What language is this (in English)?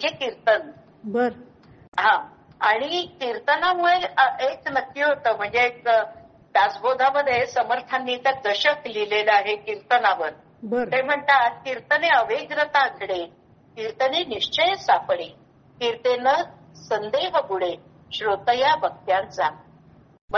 Marathi